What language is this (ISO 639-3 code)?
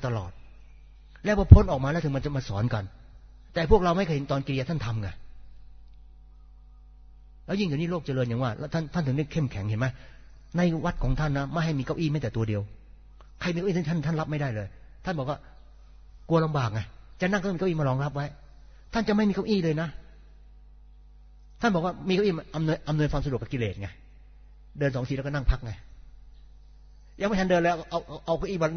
tha